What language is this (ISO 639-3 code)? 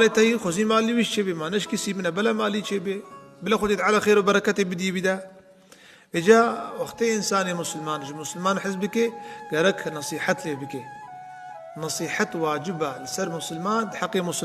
kur